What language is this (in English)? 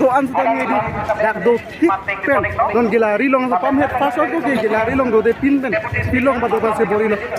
Karbi